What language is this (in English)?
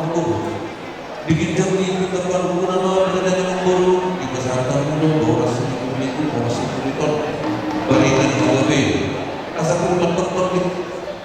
Batak Toba